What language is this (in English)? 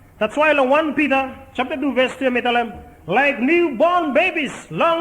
Bislama